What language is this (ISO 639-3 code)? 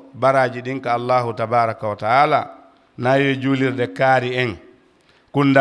ful